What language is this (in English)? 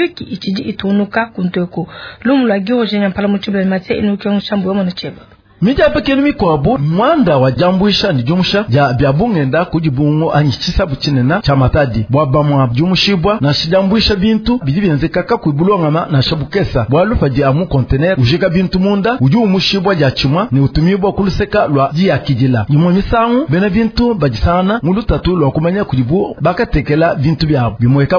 Luba-Lulua